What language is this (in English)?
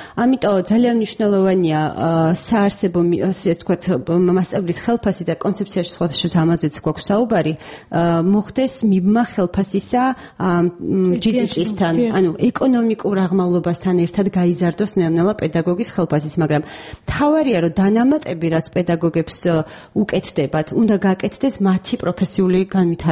Georgian